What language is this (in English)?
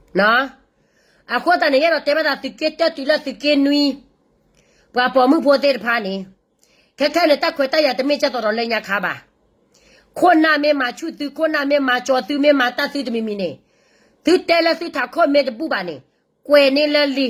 S'gaw Karen